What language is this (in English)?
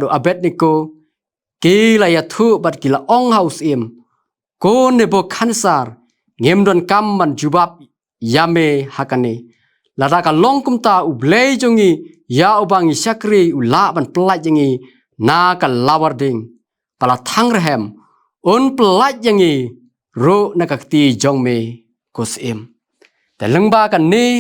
Khasi